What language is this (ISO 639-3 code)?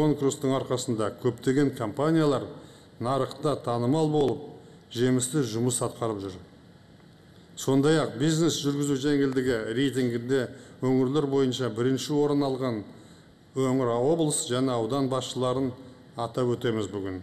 kaz